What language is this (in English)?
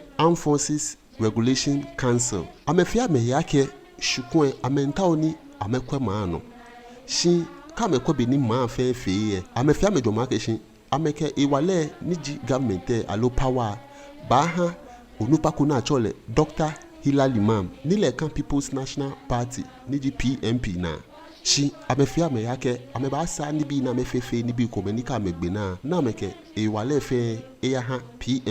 Ga